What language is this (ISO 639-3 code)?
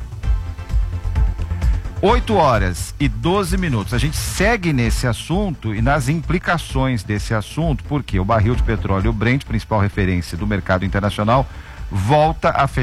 por